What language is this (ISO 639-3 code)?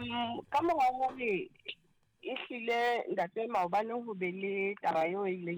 sot